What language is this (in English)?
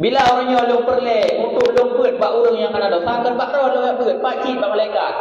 Achinese